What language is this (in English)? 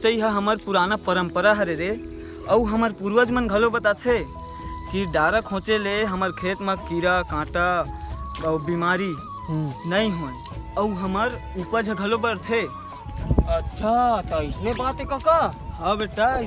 Chhattisgarhi